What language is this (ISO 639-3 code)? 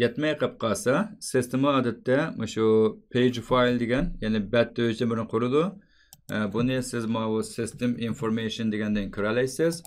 uig